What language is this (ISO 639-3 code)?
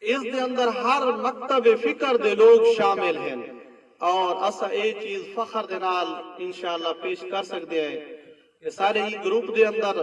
skr